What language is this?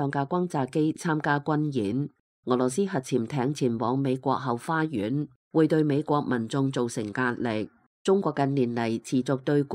Cantonese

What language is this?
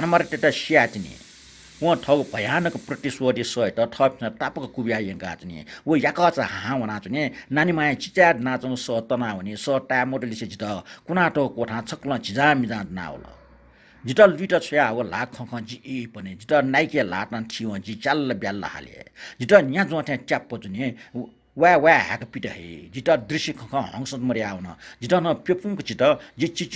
Newari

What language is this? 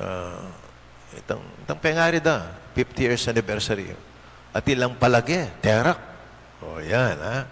Pampanga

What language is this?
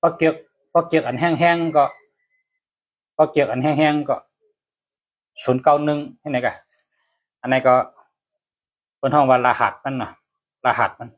Shan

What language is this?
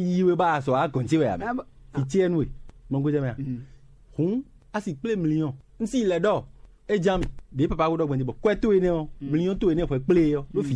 Fon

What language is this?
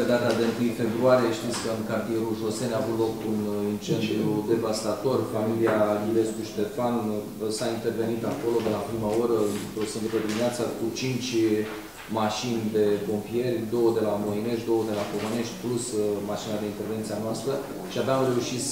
Romanian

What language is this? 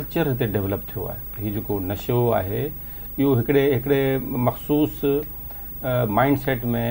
Sindhi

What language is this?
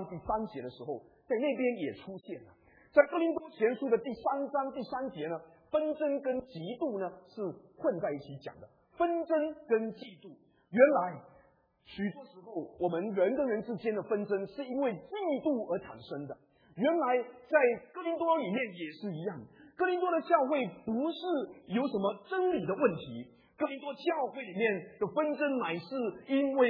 Chinese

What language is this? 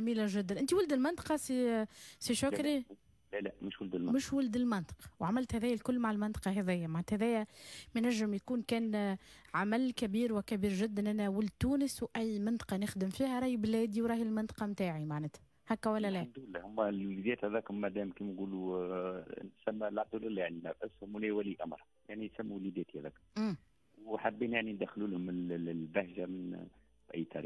Tunisian Arabic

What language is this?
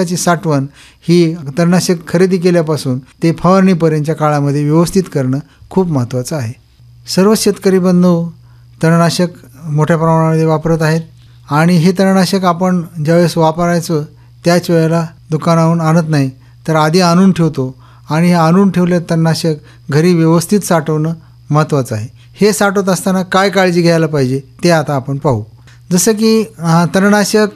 Marathi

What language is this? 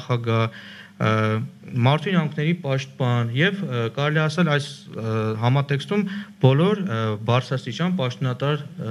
Armenian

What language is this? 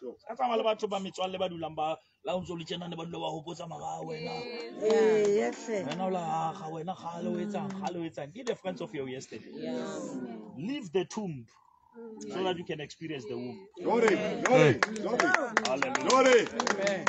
Southern Sotho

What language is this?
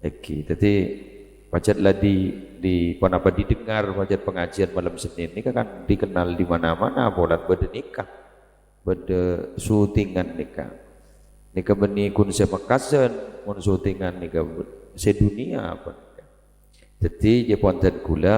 Madurese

